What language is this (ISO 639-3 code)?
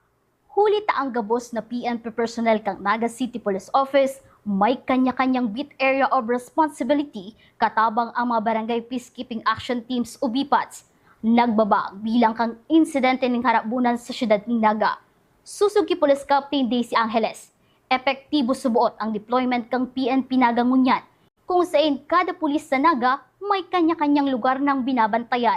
bik